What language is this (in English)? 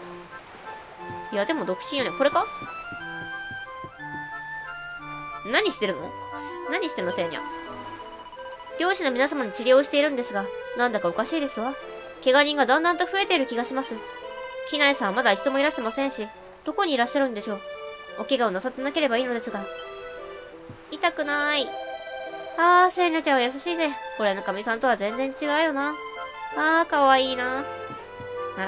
Japanese